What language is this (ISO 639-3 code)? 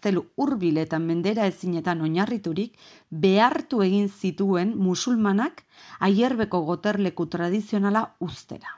eus